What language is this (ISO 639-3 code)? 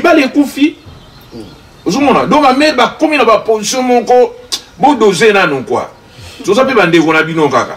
lin